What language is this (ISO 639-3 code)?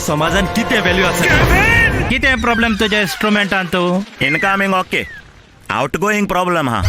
kok